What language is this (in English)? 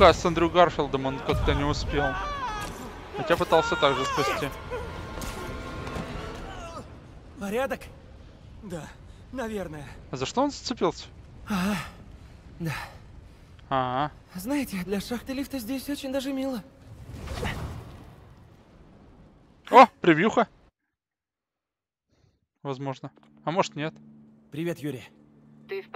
Russian